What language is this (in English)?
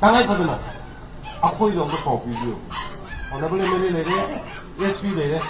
Manipuri